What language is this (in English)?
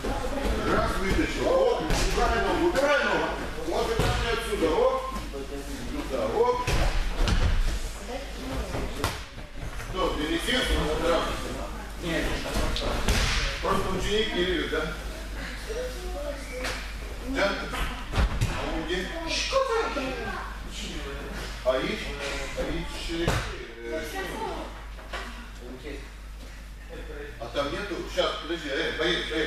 Russian